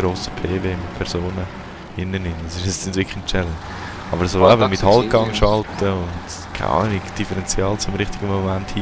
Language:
Swiss German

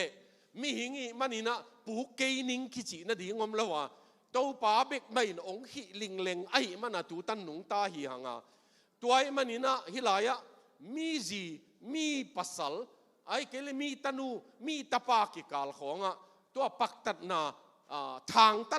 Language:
Tedim Chin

